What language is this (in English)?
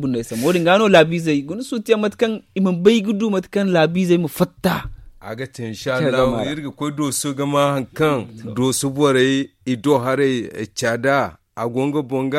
Zarma